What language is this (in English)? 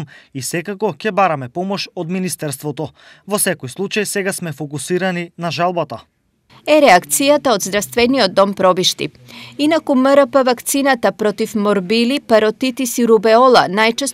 Macedonian